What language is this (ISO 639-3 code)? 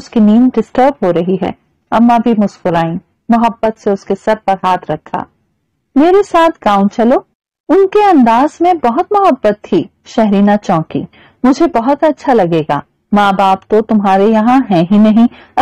urd